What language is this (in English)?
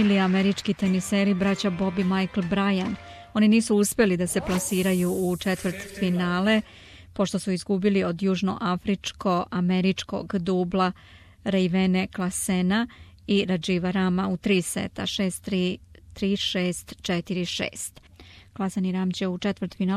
Serbian